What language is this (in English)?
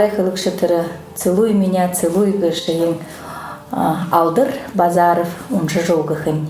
Buriat